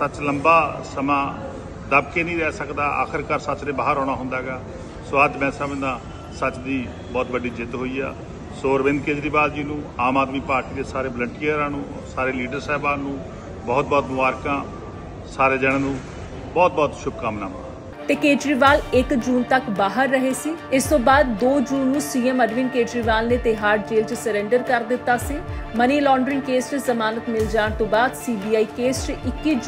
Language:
Punjabi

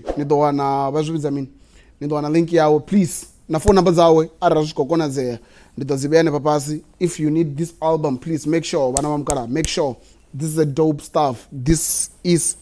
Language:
Venda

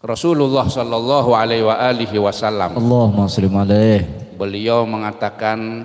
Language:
Banjar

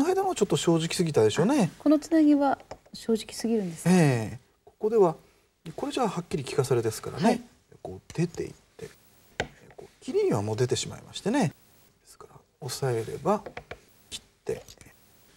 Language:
Japanese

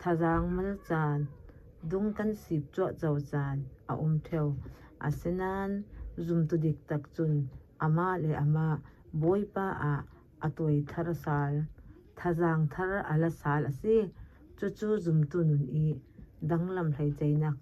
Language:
Falam Chin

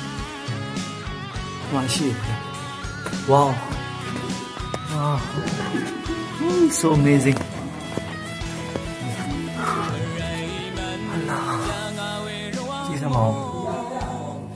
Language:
Burmese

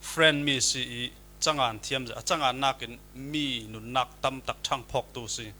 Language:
Falam Chin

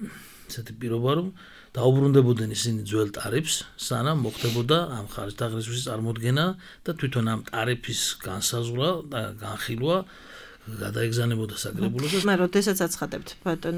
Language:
Georgian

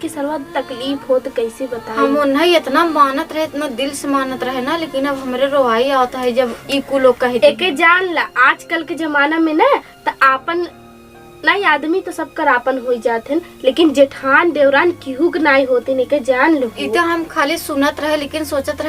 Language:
Awadhi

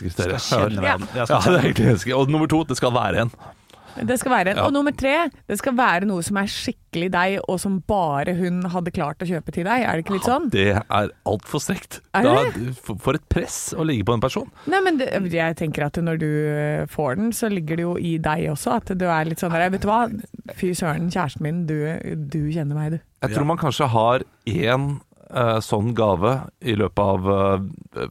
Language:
Norwegian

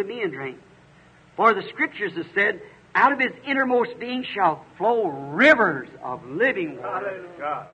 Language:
Makhuwa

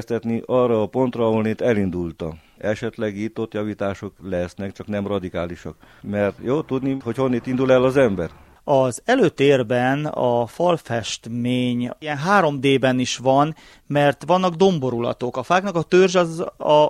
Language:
Hungarian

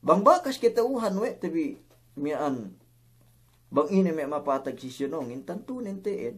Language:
Yakan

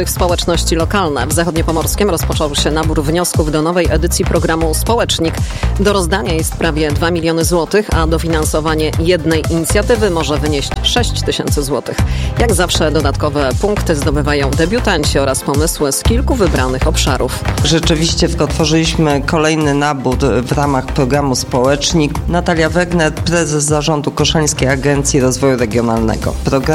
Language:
Polish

